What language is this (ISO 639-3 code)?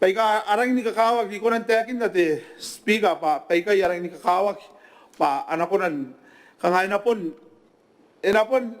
gil